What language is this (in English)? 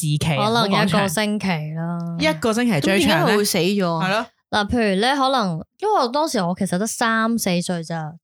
Cantonese